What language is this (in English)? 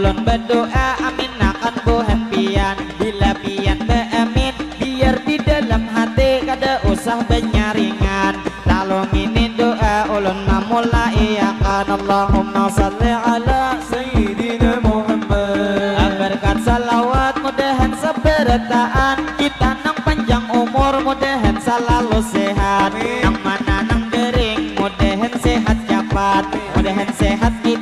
Banjar